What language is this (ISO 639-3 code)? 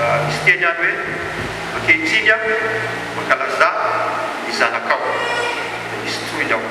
mlg